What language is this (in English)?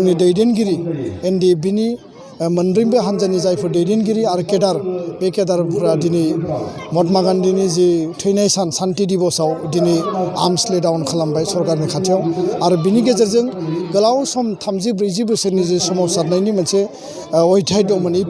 Bodo